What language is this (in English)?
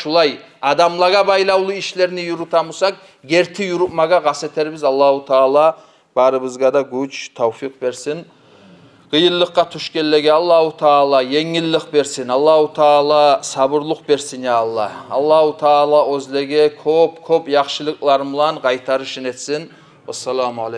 Kumyk